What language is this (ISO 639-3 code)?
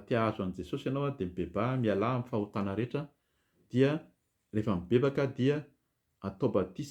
mlg